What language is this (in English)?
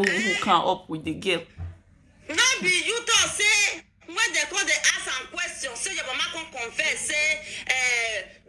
Nigerian Pidgin